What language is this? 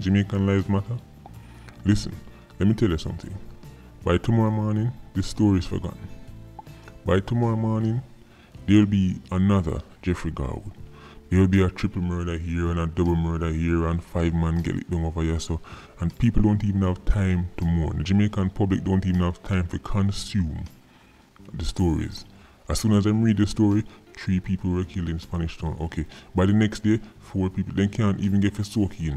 Jamaican Creole English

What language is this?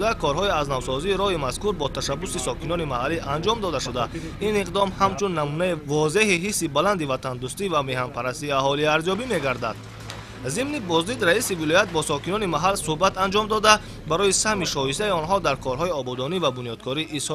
Tajik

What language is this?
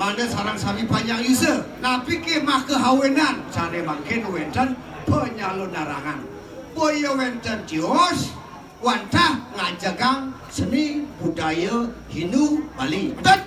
Balinese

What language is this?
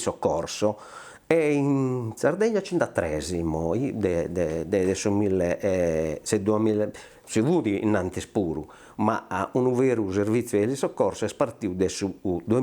Sardinian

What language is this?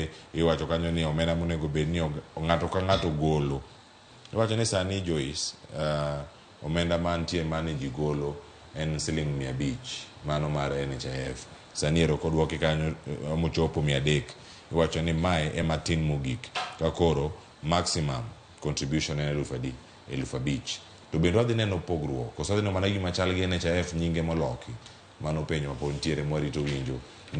Luo (Kenya and Tanzania)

